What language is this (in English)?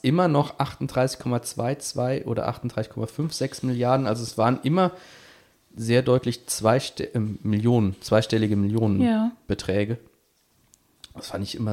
German